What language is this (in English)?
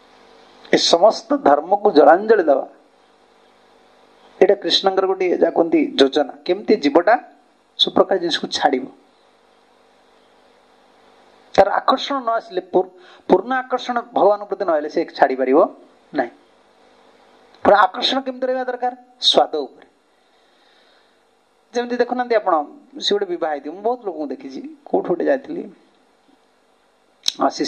Odia